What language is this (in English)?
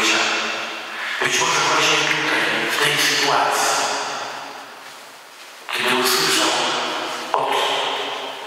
Polish